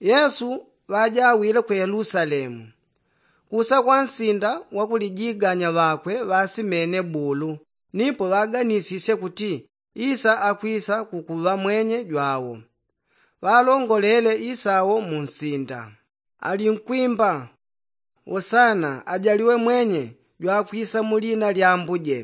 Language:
Yao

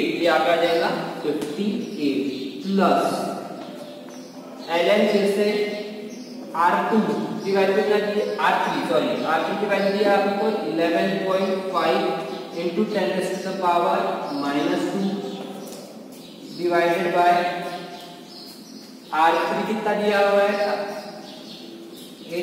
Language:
Hindi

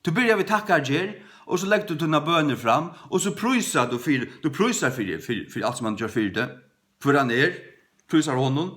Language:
Faroese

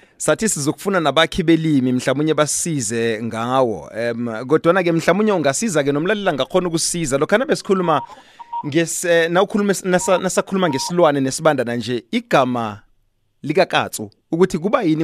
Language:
South Ndebele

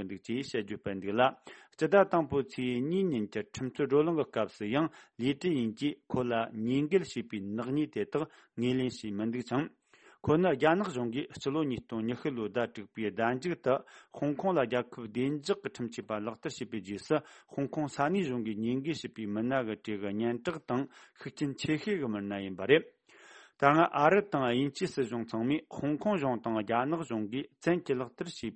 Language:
Tibetan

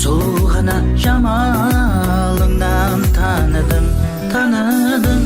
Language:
Kara-Kalpak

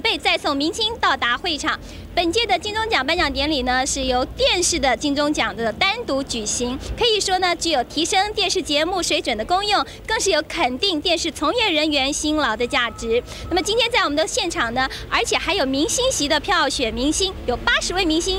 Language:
Chinese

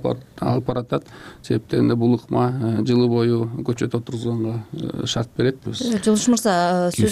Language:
Kyrgyz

